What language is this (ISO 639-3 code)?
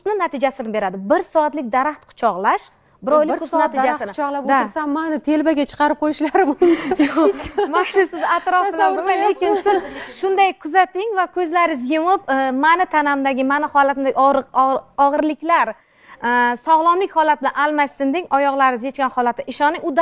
uzb